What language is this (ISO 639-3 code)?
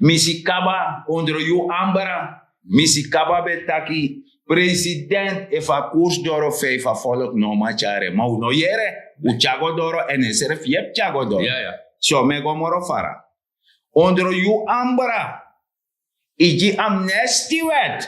srn